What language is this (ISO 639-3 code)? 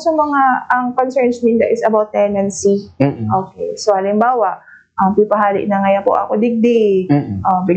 bik